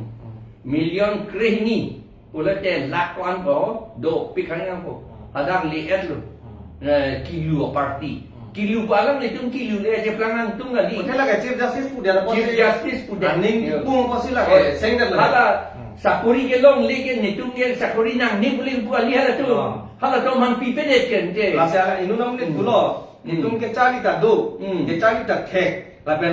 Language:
Karbi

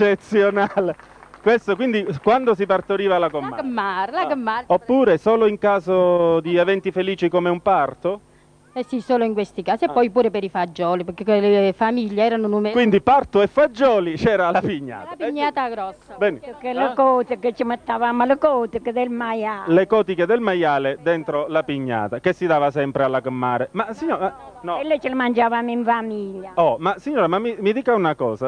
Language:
Italian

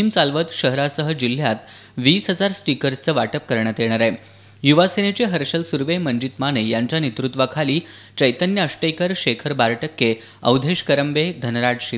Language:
Marathi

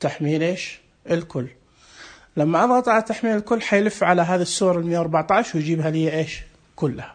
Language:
Najdi Arabic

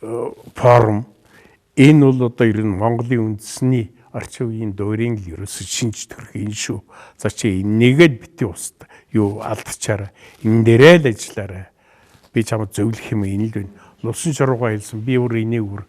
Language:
Mongolian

